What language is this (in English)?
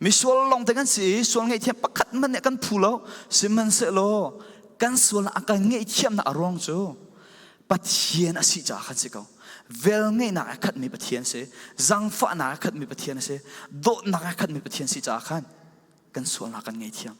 Falam Chin